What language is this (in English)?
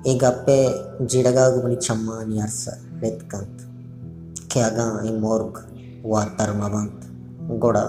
Baluchi